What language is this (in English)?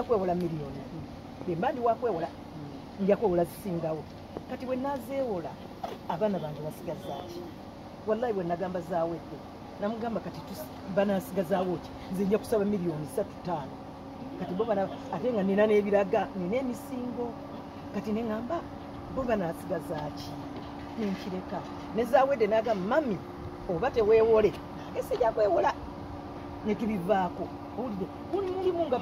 Ganda